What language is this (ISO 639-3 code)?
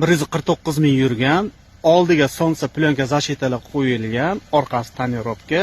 uzb